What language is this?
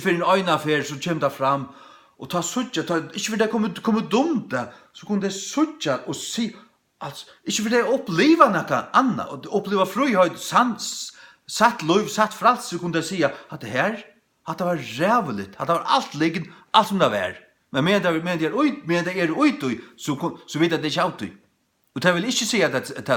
Faroese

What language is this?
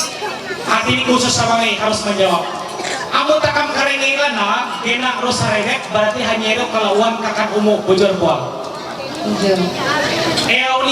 Ma'anyan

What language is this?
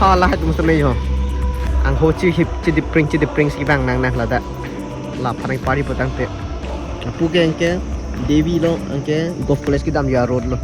Karbi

